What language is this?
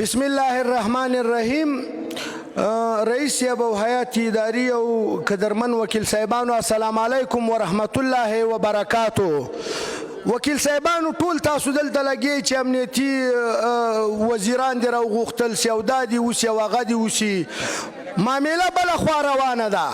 Pashto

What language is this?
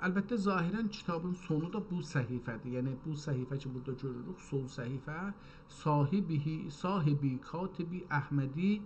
South Azerbaijani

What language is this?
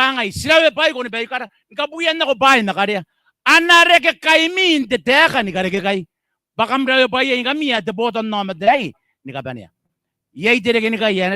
Gilbertese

